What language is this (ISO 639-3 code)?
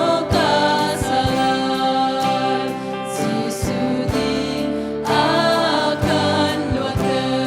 cnh